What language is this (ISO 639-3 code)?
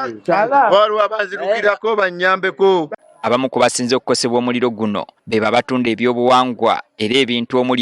lug